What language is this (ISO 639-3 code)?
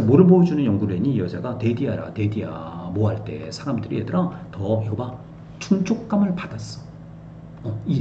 kor